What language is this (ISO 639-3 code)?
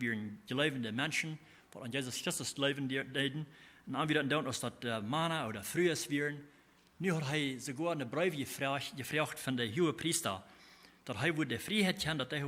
pdt